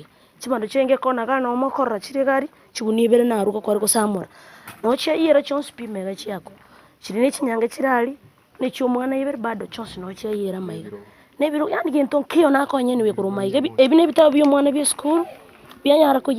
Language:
Gusii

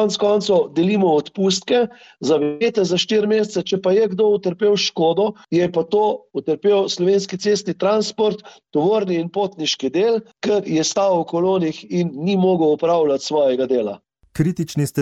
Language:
Slovenian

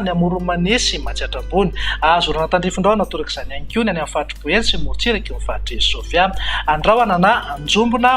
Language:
Malagasy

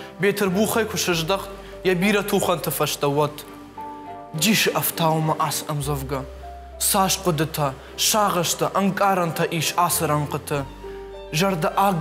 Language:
Ossetic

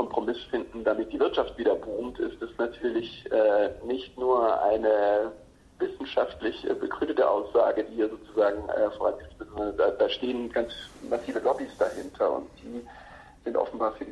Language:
German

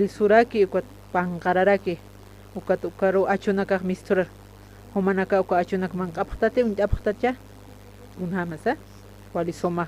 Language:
Aymara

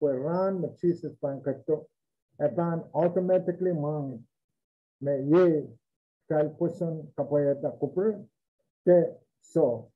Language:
Pohnpeian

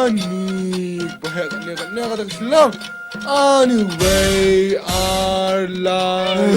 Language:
Khasi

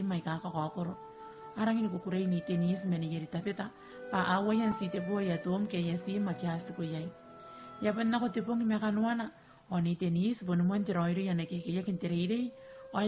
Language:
Gilbertese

